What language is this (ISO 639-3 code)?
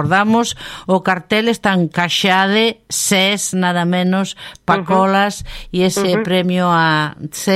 glg